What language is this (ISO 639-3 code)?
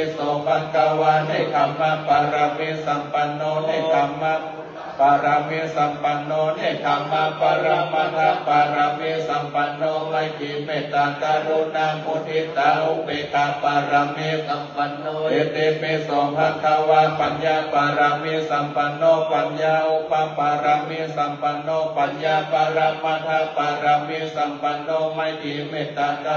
pli